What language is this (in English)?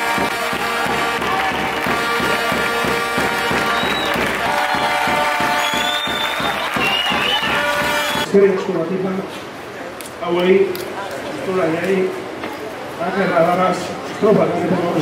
Basque